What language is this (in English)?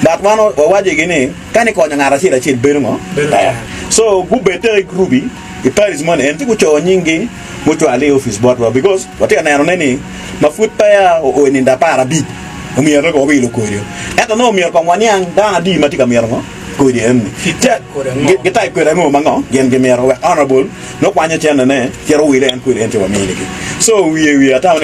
Acoli